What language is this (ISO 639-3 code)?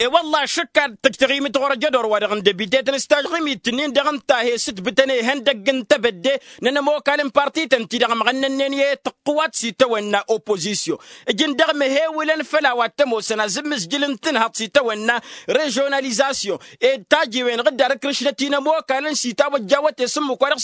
taq